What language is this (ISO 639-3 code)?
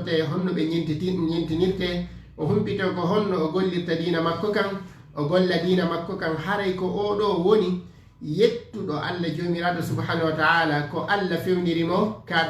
ful